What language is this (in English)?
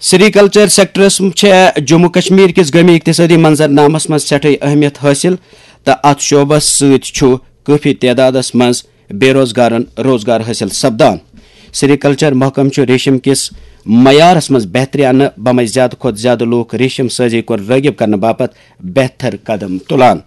Kashmiri